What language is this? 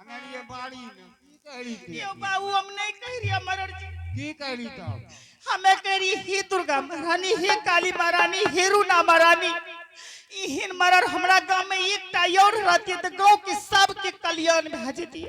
Angika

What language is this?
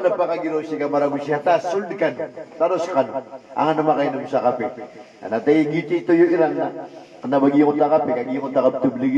Maranao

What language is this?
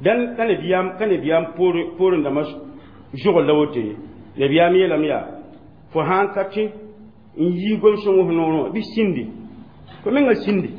Mossi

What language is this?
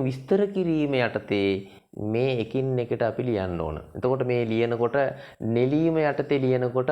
Sinhala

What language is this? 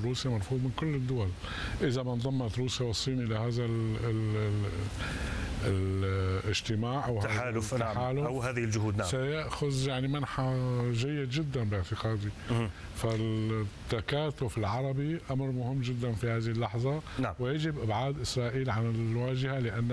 Arabic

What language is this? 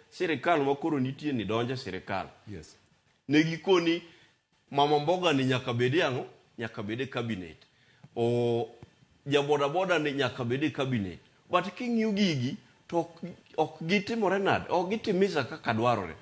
Luo (Kenya and Tanzania)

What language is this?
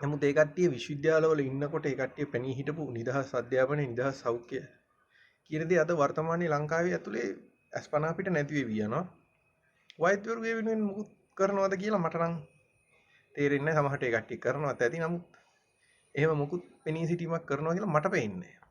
Sinhala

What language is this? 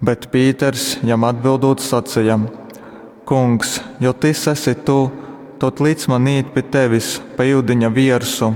Latgalian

